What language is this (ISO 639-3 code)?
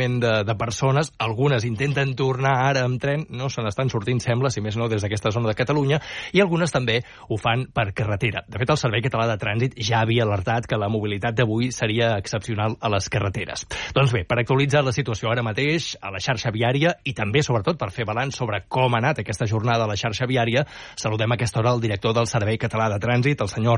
cat